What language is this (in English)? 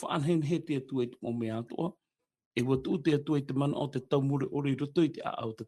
Tahitian